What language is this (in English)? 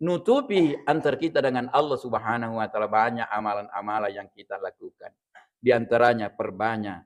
Buginese